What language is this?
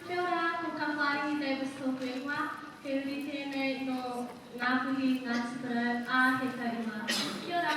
Māori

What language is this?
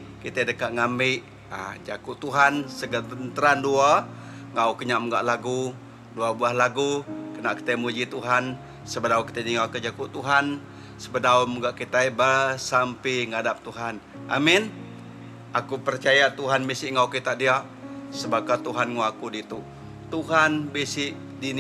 Iban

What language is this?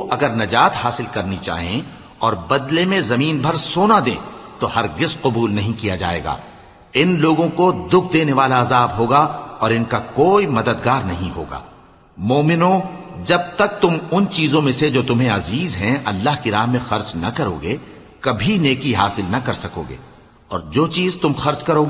Urdu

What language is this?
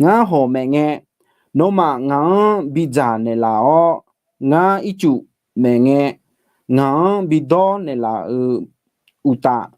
Akha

